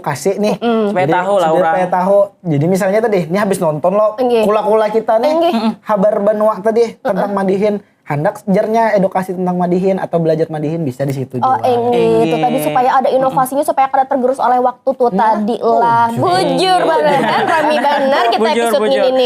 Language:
Banjar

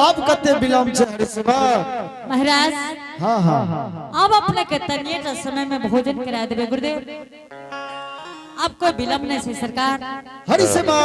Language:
Angika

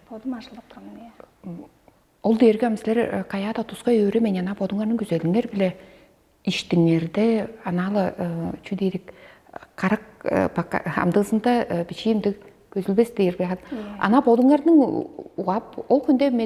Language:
Tuvinian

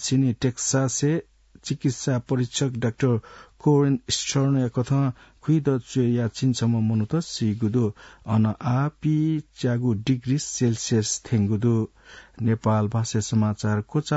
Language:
Newari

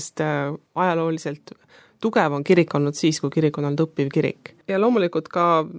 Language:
Estonian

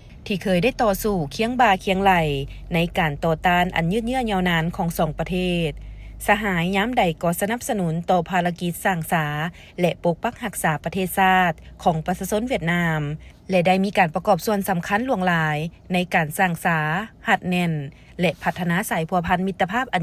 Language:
Lao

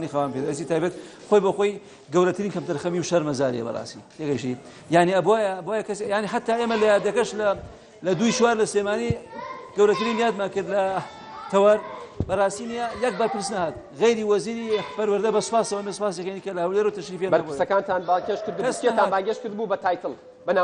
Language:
Central Kurdish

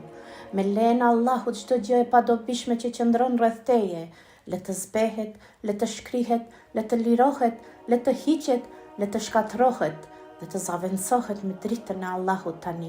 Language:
Albanian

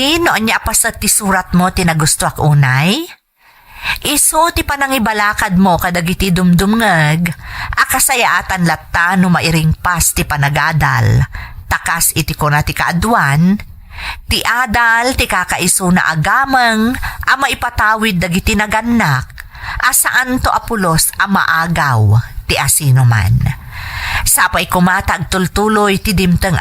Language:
Iloko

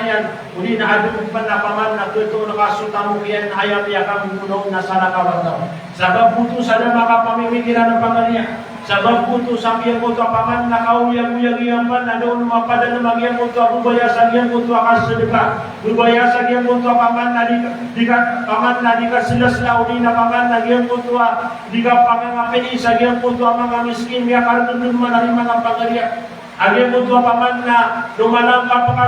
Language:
Maranao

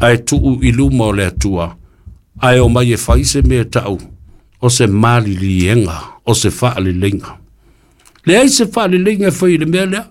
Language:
Samoan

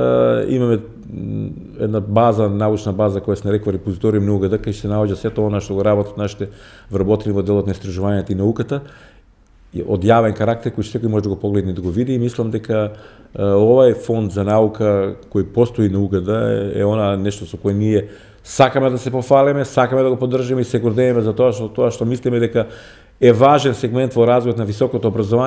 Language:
Macedonian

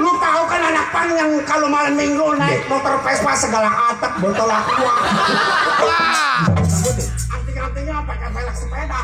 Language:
Betawi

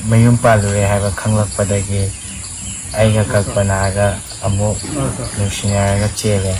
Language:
Manipuri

